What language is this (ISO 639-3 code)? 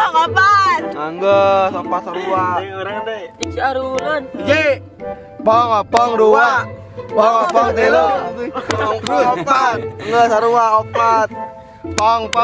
sun